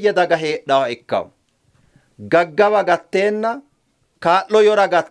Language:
Sidamo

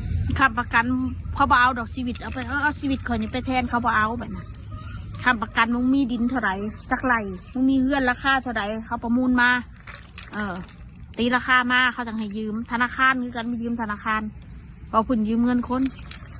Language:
Lao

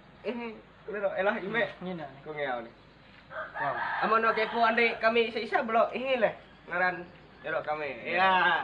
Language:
Ma'anyan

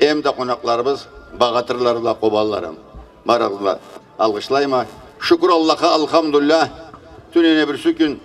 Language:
Karachay-Balkar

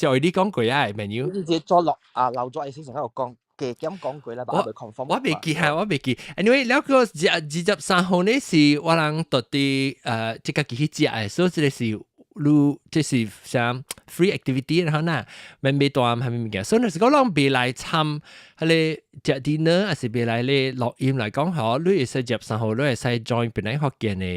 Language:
Min Nan Chinese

